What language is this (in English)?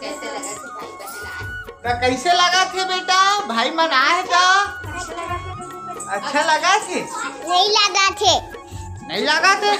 Chhattisgarhi